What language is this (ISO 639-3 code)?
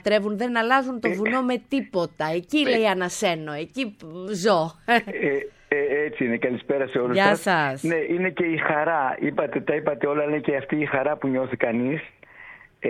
ell